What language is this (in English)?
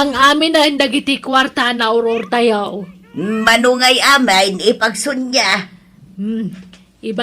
Iloko